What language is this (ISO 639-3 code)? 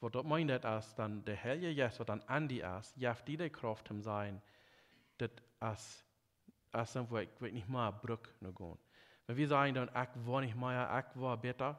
pdt